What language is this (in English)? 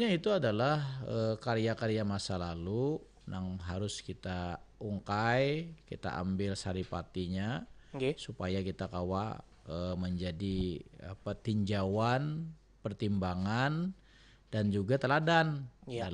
Banjar